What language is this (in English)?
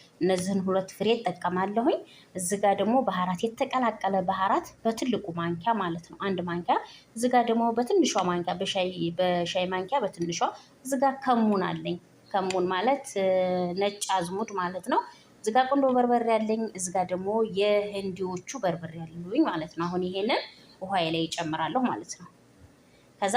Amharic